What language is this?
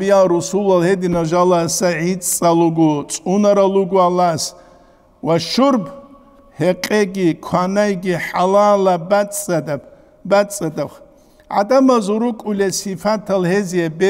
Avaric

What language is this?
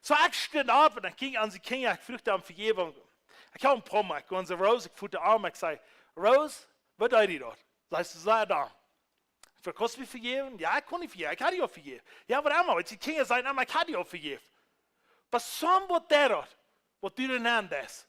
Plautdietsch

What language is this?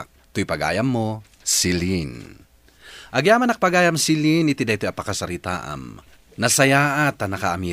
Iloko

